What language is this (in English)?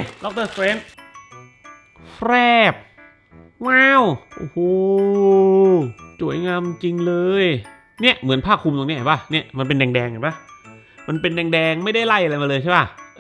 Thai